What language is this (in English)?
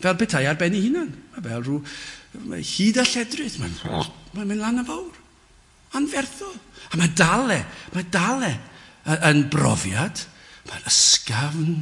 Welsh